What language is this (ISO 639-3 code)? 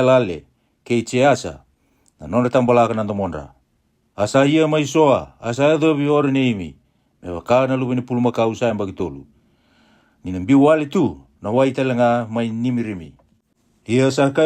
fij